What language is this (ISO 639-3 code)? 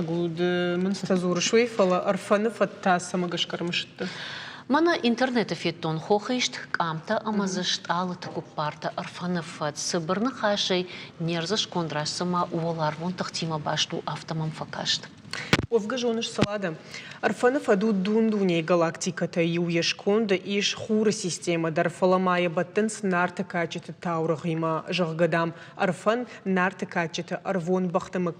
oss